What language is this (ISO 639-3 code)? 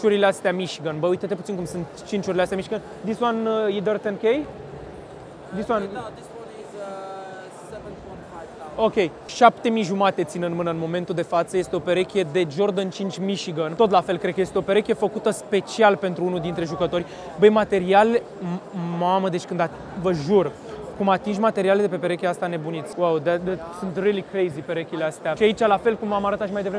ron